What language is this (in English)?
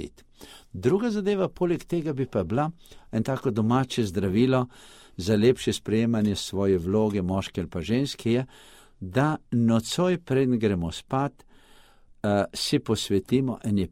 Slovenian